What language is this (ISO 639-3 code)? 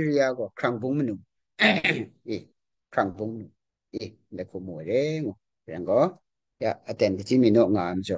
kac